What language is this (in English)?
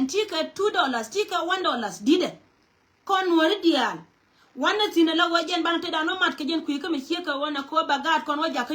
Nuer